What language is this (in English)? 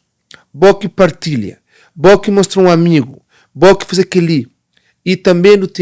Kabuverdianu